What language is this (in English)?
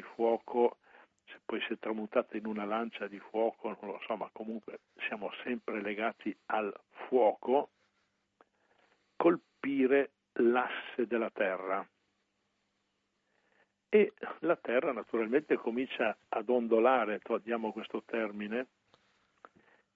Italian